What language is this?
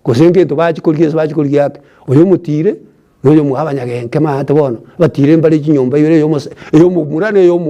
Gusii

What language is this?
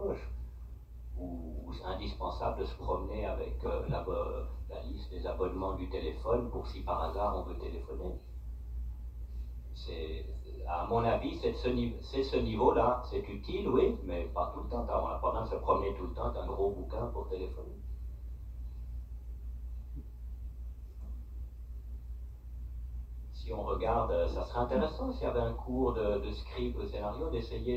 French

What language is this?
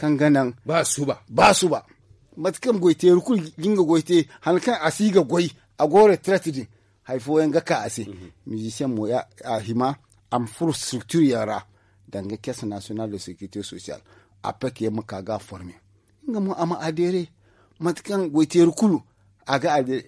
Zarma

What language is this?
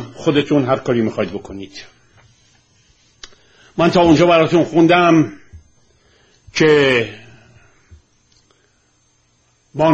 Persian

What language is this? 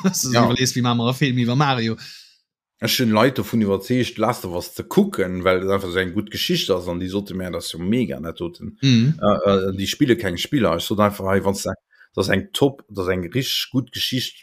Luxembourgish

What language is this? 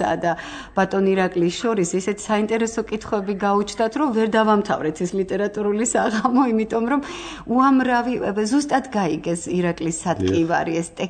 Georgian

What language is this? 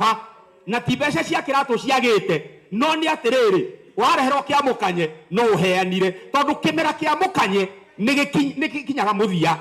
Kikuyu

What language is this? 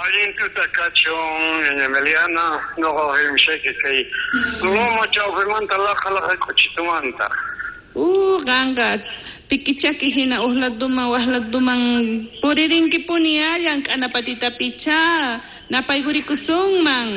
South Bolivian Quechua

